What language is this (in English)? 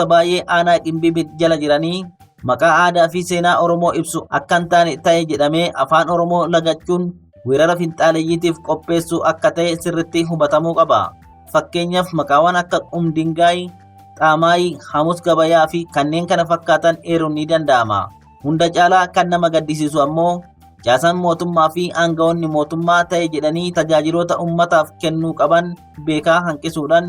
Oromo